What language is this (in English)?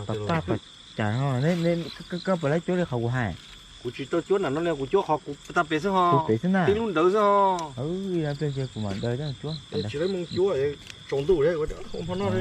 Hmong